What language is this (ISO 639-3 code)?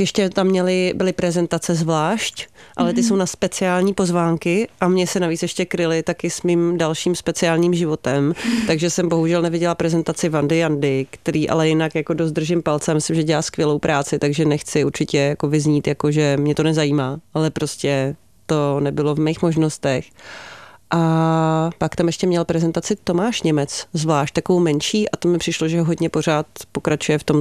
ces